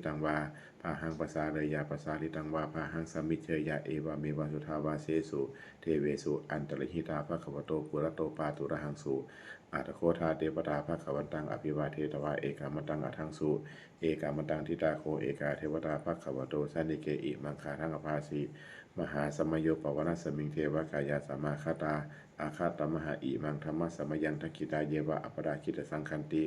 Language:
Pali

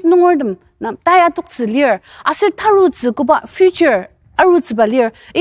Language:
Ao Naga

